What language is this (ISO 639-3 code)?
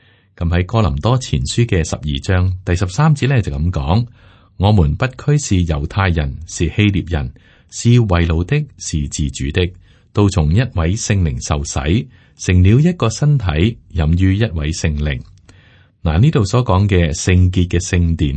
yue